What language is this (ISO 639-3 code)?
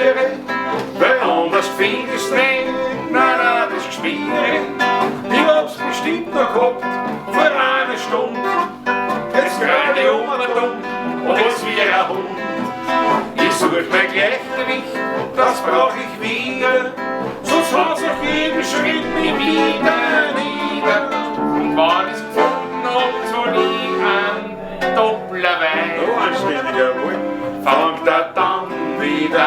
bar